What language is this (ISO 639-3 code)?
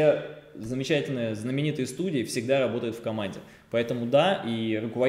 rus